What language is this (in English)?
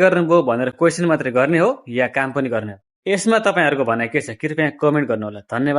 Nepali